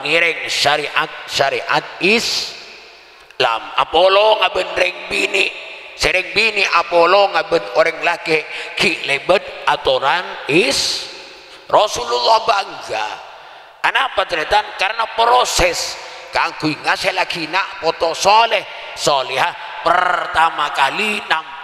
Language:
Madurese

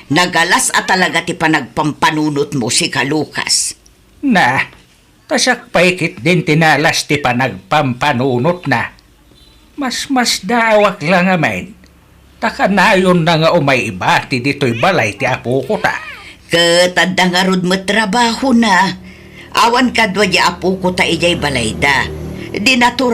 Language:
Iloko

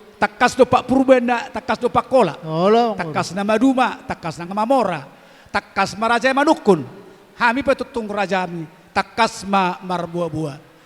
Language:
Batak Toba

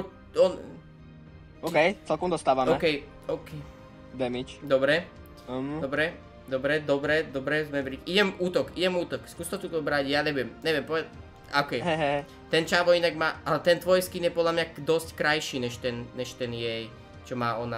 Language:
Slovak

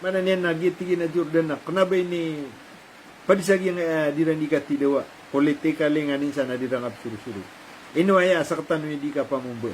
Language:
Maranao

